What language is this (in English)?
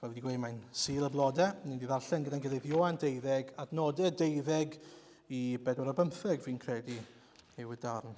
Welsh